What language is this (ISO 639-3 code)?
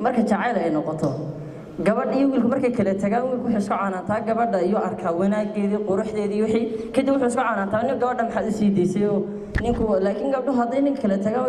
som